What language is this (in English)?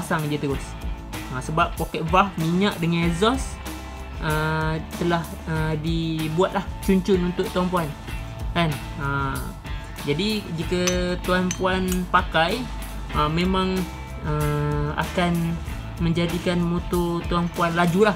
Malay